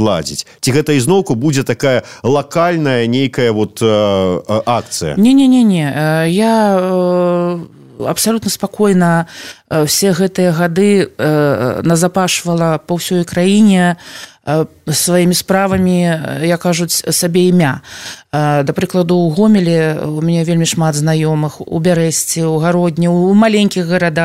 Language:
Belarusian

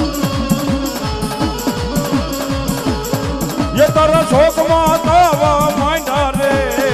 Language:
Gujarati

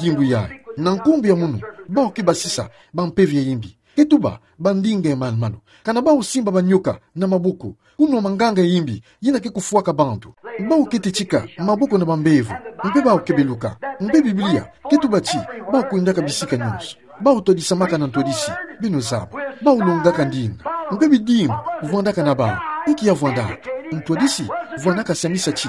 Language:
Kituba (Democratic Republic of Congo)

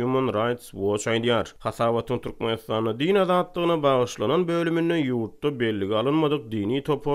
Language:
Turkmen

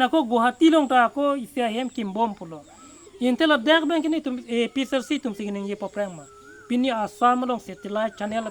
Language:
Karbi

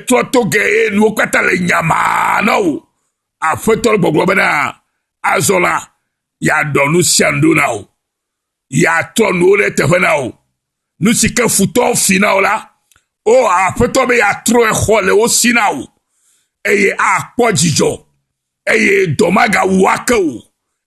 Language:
Ewe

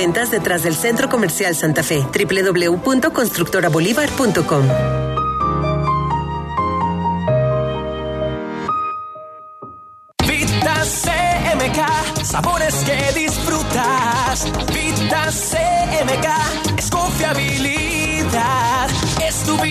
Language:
Spanish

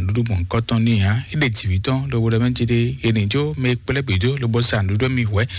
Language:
Fon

